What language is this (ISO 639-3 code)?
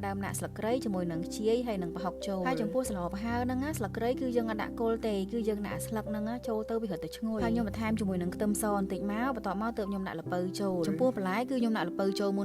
khm